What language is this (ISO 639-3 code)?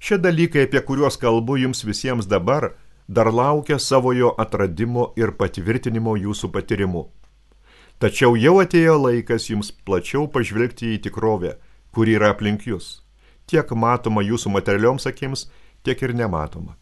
lit